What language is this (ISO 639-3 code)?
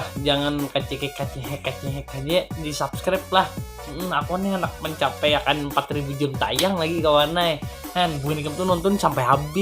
bjn